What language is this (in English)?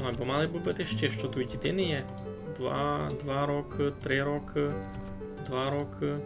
Rusyn